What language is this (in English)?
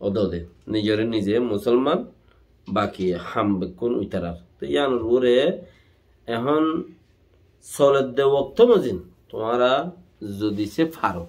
Rohingya